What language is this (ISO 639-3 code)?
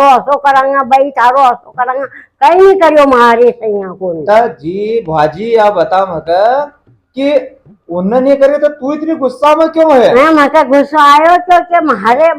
raj